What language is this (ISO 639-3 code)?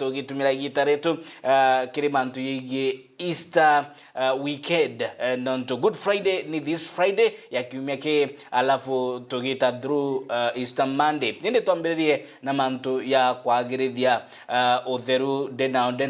mer